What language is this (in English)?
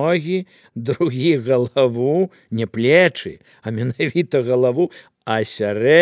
Belarusian